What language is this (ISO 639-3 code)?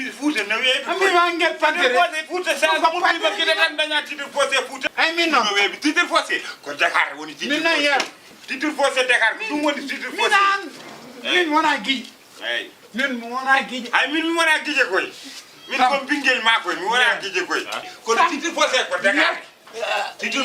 ful